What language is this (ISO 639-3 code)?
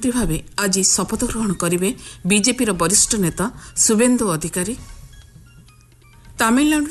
ori